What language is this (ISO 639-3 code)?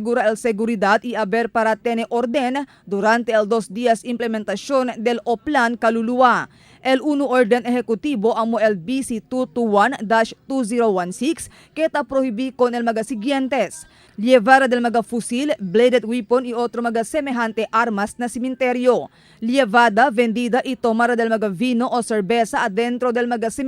cbk